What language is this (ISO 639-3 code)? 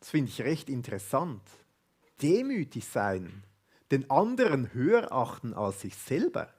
gsw